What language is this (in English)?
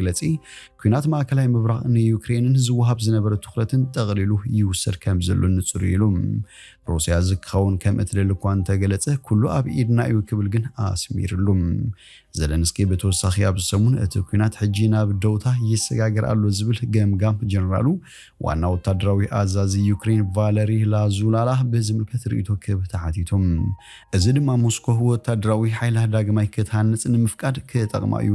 Tigrinya